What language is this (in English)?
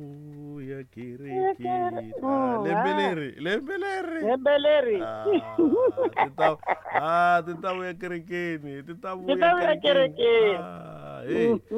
Tsonga